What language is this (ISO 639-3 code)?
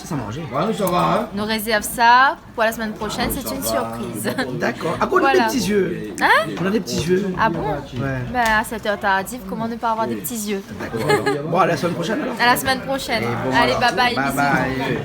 rcf